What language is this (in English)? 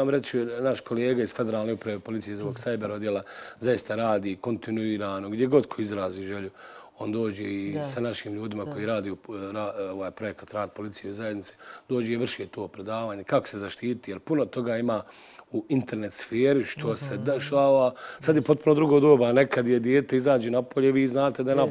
Bosnian